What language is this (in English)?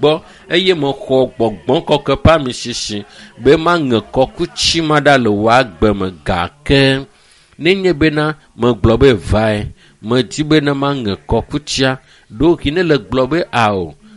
Ewe